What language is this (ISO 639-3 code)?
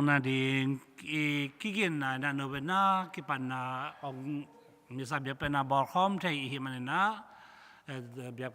ctd